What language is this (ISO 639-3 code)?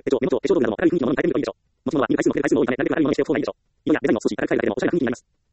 jpn